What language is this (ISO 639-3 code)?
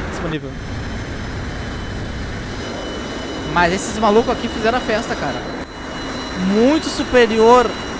por